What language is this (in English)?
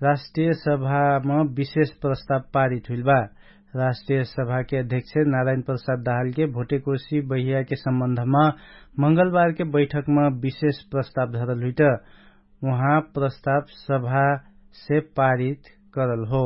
Dangaura Tharu